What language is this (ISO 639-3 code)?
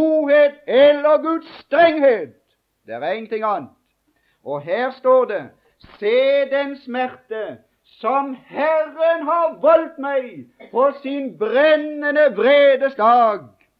nor